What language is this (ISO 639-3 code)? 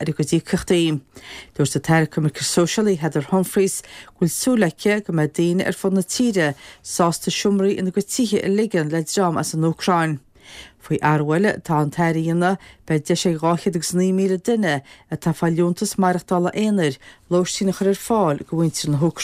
gle